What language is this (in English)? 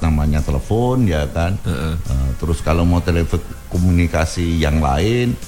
Indonesian